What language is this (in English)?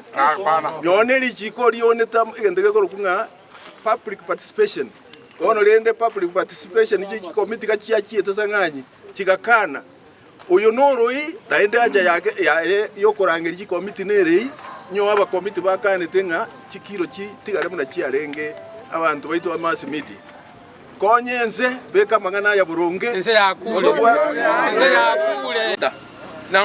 Gusii